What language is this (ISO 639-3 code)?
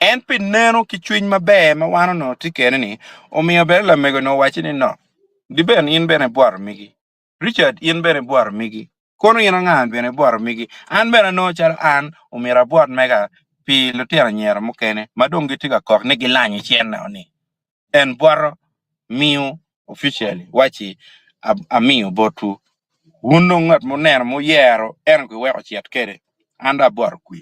ach